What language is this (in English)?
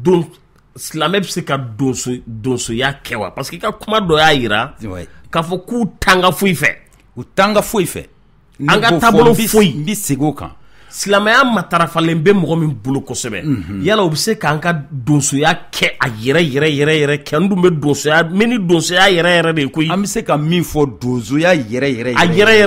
Bambara